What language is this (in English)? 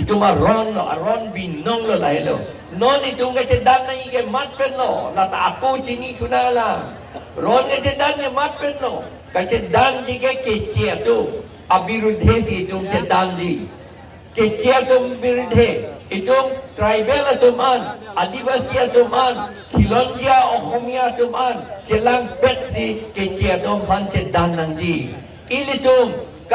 Karbi